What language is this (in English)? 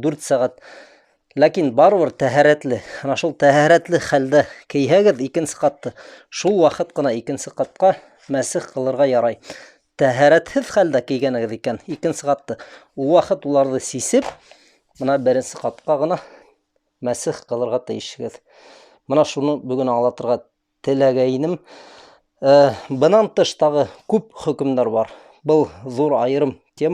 Bashkir